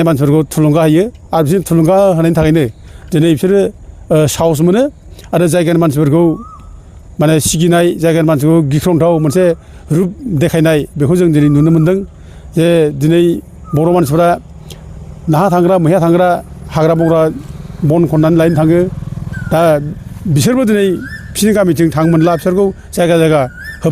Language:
Bodo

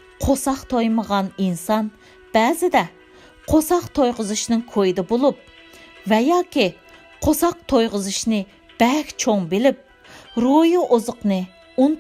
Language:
Uyghur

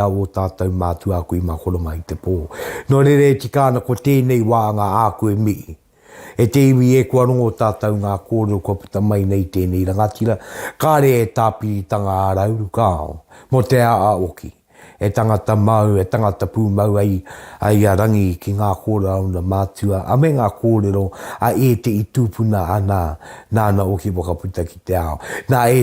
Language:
Māori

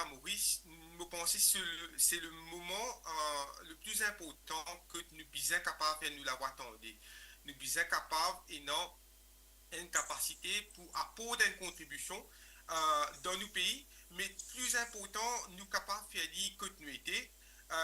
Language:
Morisyen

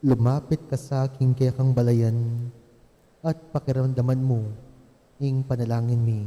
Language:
Pampanga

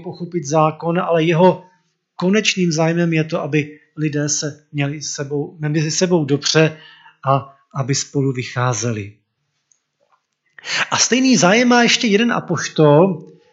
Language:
Czech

